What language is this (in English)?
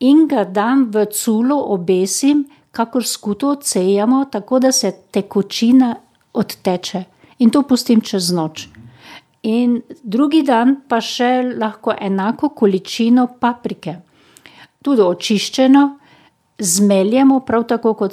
Slovenian